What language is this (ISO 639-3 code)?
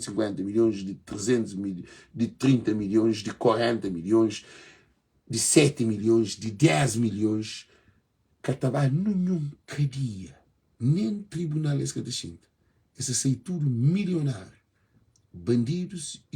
kea